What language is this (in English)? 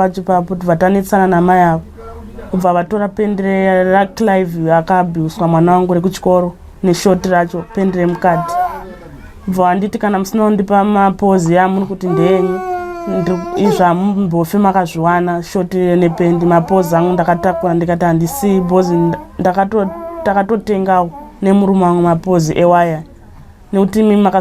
Shona